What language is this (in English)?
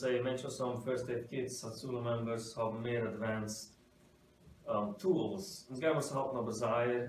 Yiddish